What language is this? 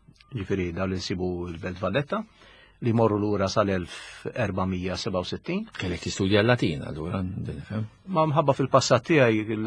Maltese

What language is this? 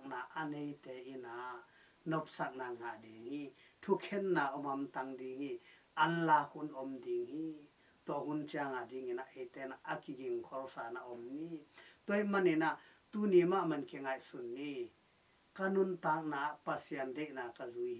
Tedim Chin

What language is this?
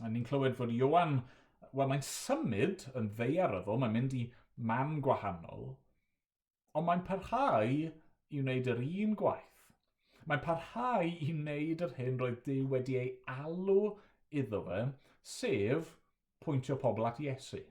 Welsh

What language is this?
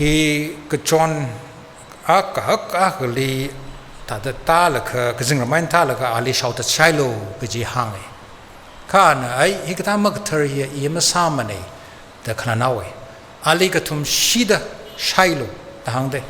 Tangkhul Naga (India)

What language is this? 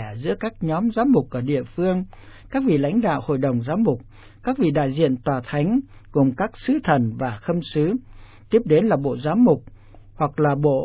Vietnamese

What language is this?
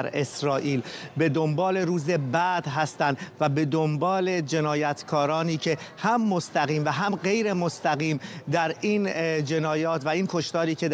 Persian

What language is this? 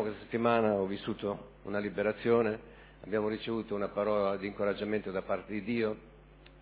Italian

